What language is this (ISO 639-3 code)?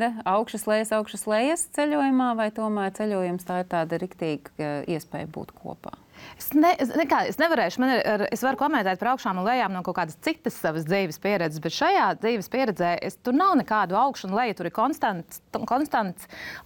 lav